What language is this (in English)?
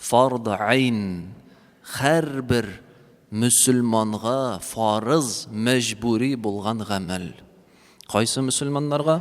Tatar